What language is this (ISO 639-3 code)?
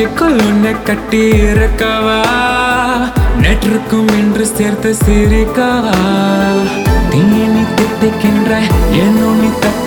tam